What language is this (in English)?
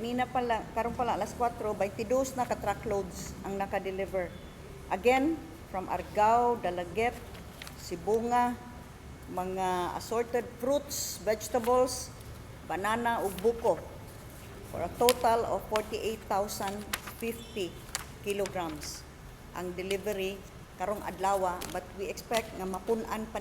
Cebuano